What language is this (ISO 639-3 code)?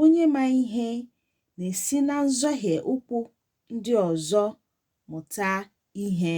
ibo